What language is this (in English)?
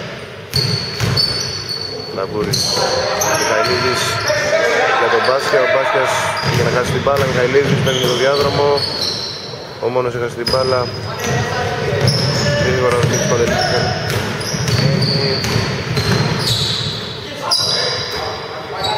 Greek